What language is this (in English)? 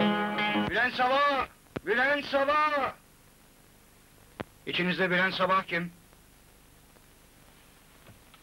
Turkish